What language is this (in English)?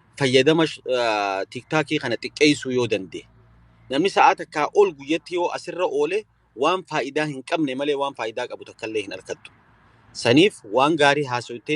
Oromo